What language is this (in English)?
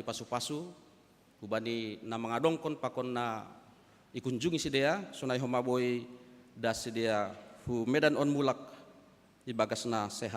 Batak Simalungun